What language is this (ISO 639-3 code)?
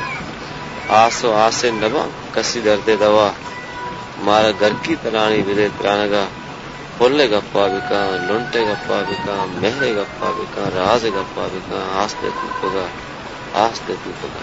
bal